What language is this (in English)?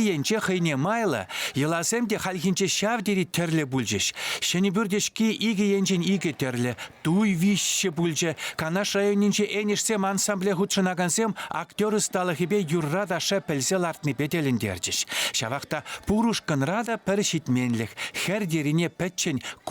Chuvash